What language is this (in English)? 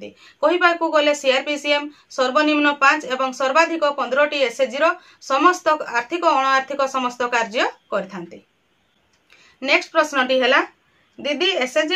Odia